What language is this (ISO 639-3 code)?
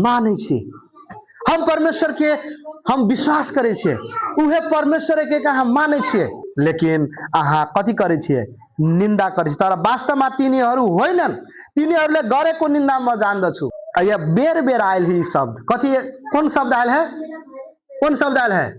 mai